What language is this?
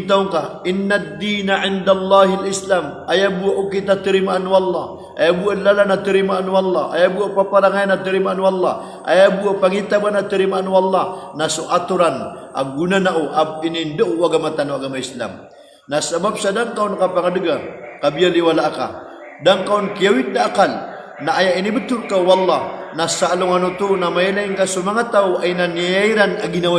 Maranao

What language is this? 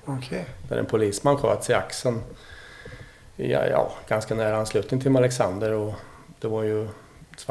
Swedish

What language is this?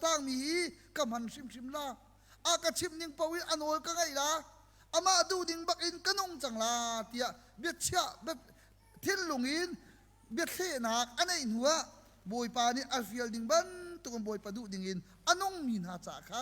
Hakha Chin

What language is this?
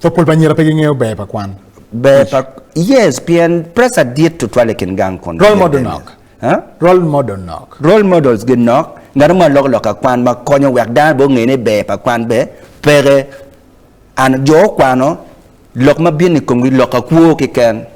Acoli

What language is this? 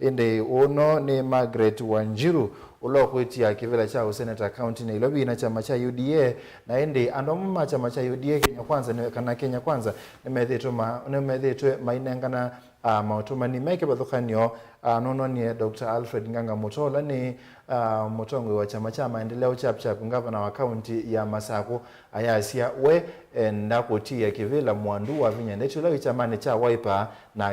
Kamba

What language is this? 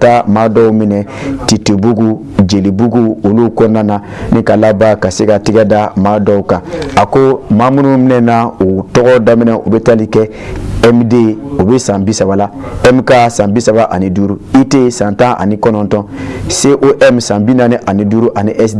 Bambara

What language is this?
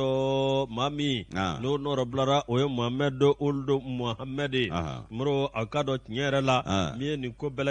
Bambara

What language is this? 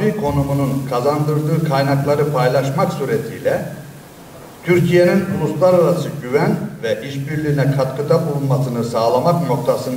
Turkish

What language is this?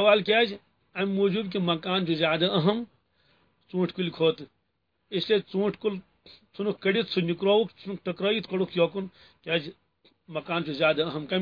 Kashmiri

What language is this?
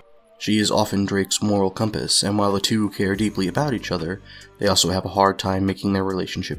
English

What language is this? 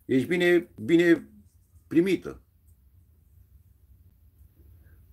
Romanian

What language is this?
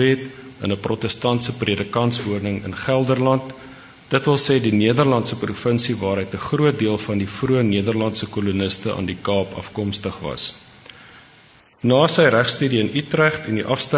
Afrikaans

